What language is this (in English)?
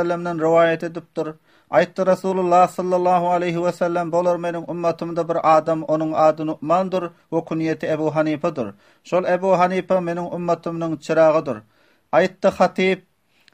Turkmen